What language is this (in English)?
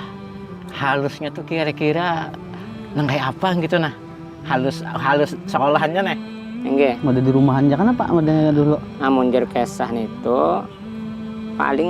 Banjar